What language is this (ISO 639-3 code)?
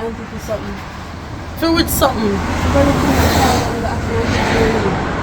jam